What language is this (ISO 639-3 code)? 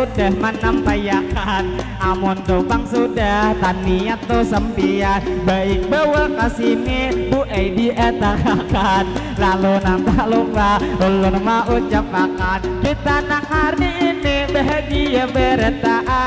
bjn